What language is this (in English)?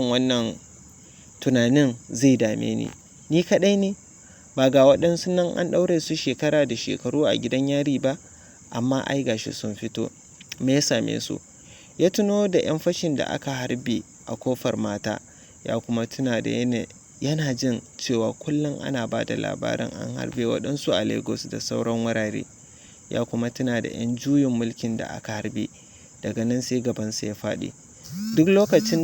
Hausa